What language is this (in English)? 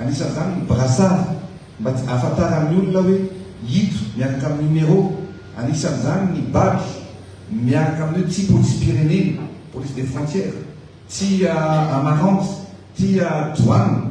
Malagasy